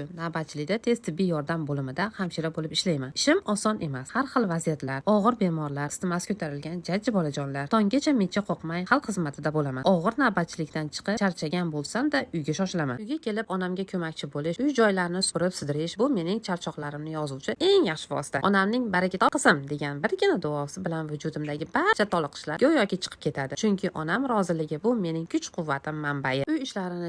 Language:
Uzbek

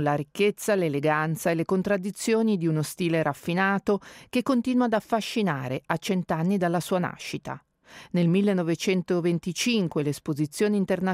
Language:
Italian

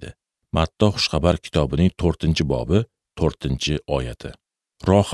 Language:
Uzbek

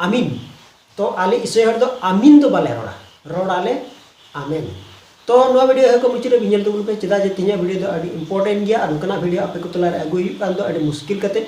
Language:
Santali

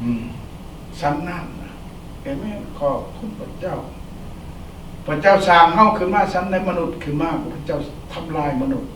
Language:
Lao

